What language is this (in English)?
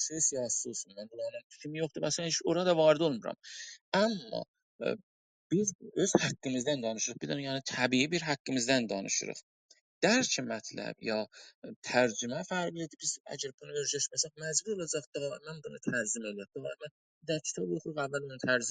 South Azerbaijani